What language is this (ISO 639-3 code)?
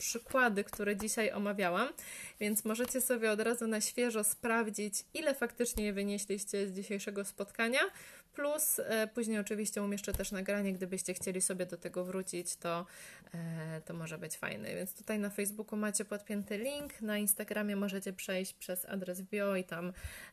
pol